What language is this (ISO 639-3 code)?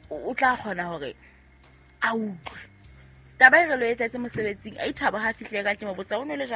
sot